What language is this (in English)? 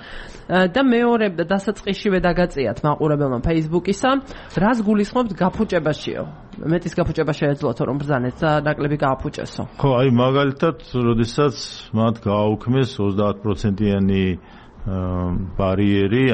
Georgian